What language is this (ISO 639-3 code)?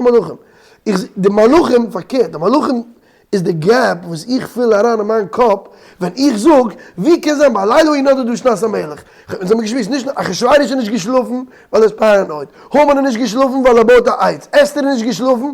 yid